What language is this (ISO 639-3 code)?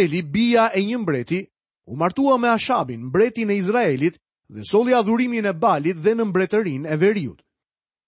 sqi